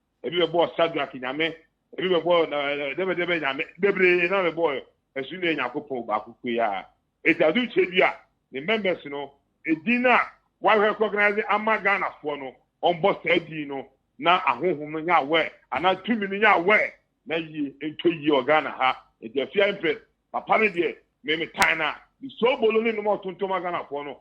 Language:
Akan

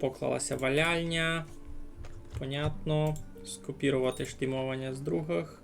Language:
Rusyn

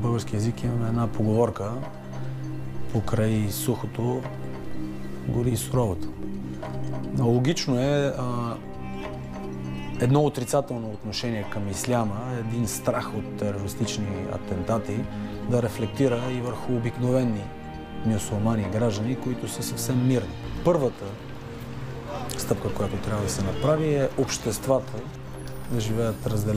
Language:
Bulgarian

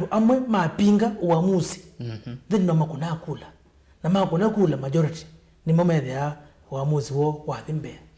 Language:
Kamba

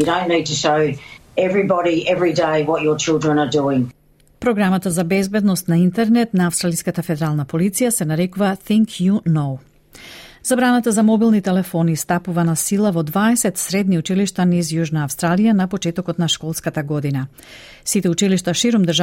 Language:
Macedonian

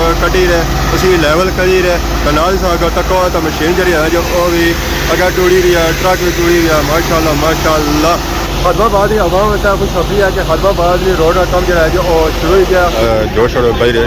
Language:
Pahari-Potwari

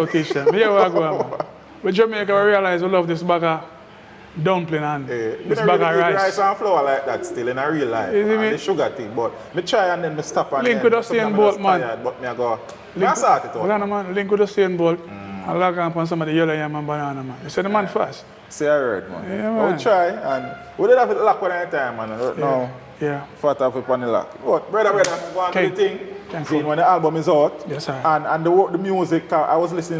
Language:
Jamaican Creole English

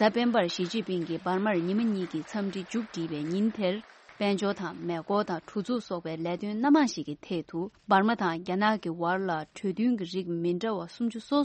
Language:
Tibetan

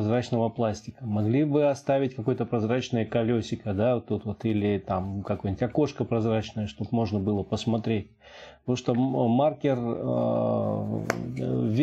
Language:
Russian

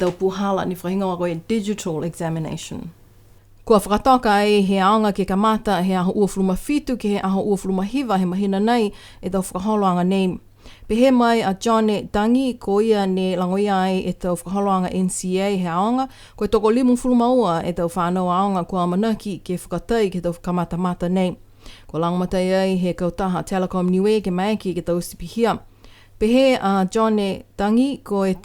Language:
Niuean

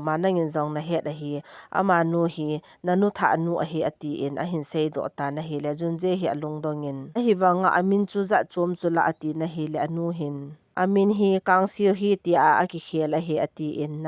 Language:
Thado Chin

